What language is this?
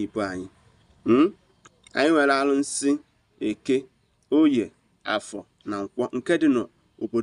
Igbo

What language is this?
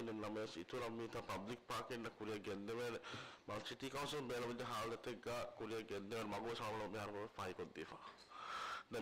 Divehi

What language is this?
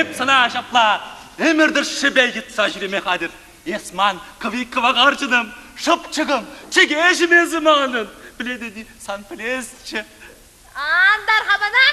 Chuvash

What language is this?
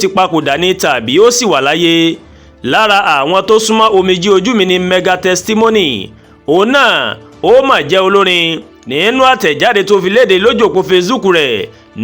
Yoruba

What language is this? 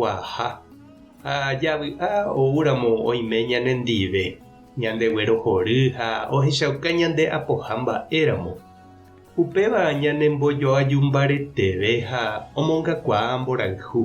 Guarani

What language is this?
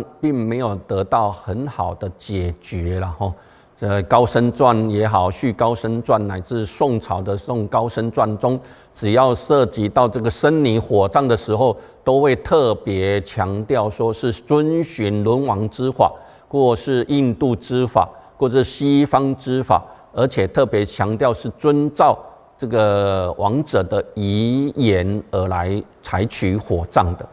Chinese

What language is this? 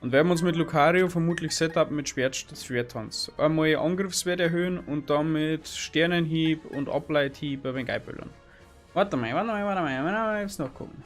Bavarian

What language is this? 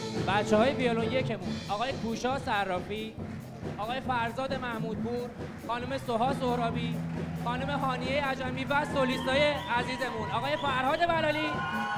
Persian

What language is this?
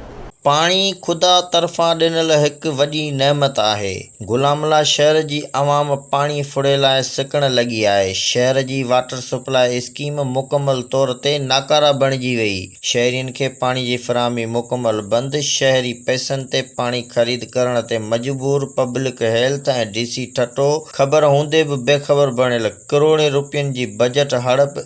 Sindhi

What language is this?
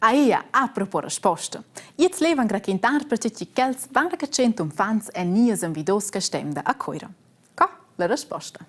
Romansh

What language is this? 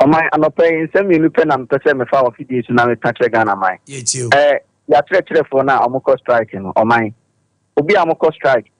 Akan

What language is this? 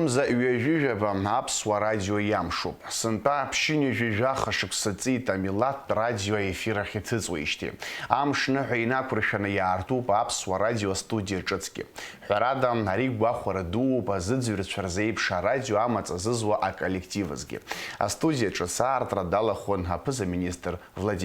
Abkhazian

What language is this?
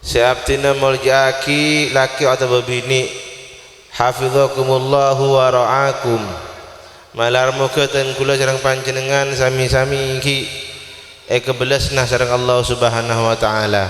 Madurese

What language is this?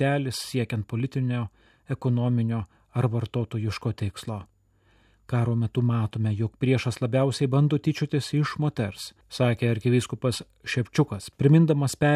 Lithuanian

